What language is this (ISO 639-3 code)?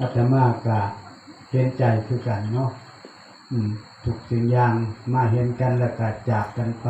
tts